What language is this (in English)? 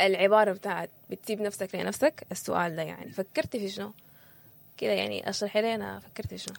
Sudanese Arabic